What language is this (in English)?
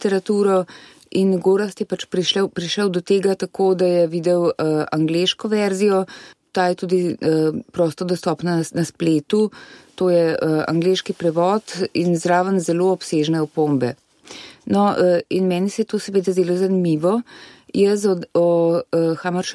Slovenian